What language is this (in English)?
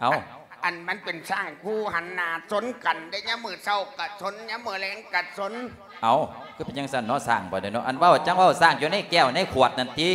Lao